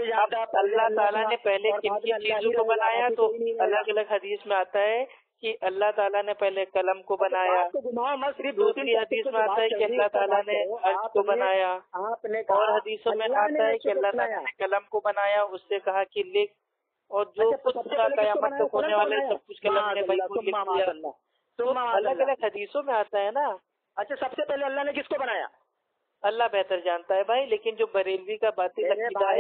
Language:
Urdu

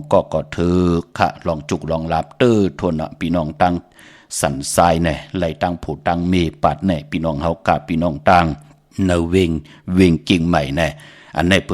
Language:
Shan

